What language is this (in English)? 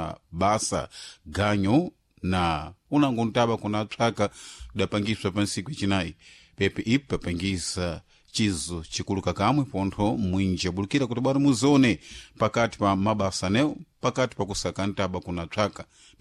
Sena